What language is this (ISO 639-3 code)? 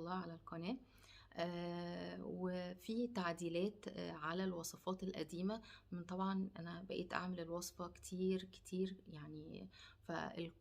arz